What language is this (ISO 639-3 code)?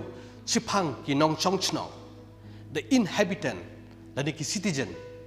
kha